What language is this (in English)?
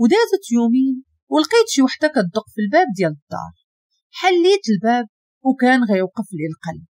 Moroccan Arabic